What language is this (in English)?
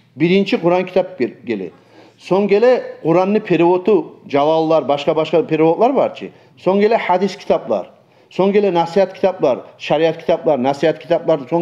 Kumyk